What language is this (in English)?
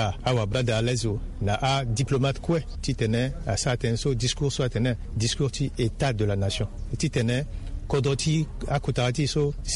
Sango